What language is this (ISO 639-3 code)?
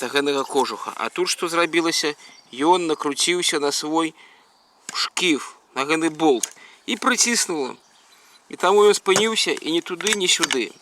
bel